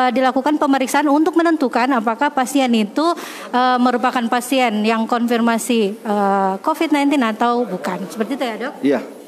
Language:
Indonesian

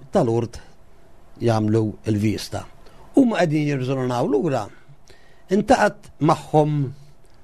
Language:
Maltese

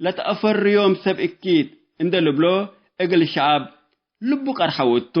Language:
Tigre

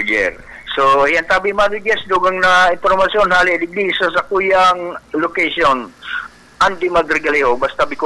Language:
Bikol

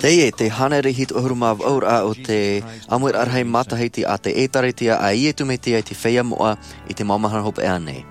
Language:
Tahitian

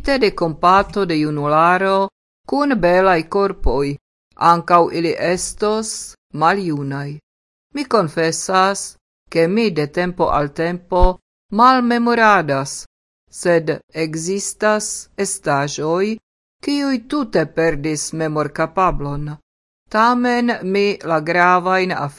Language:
Esperanto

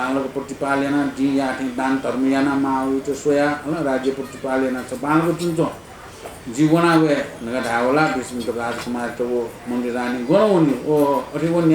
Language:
Newari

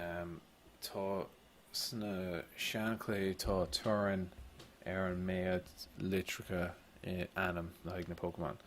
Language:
Irish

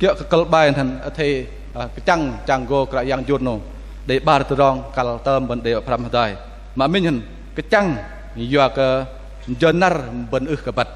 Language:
Bahnar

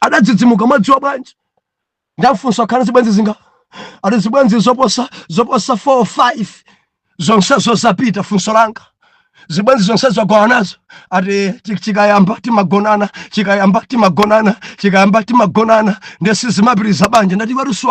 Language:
Nyanja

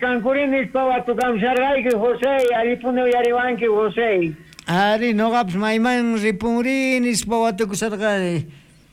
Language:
South Bolivian Quechua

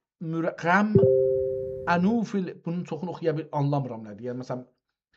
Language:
South Azerbaijani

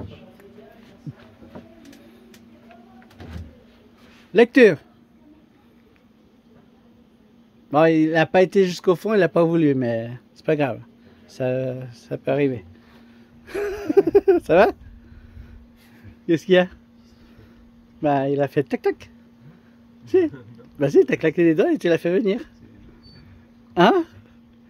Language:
French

